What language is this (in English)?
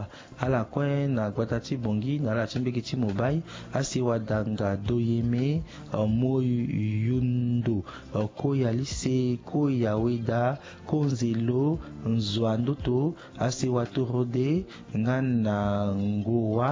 Sango